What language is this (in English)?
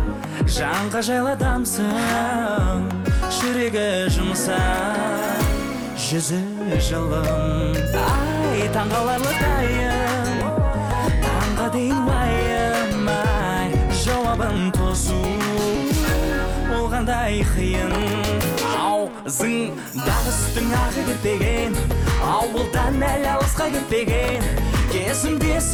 Kazakh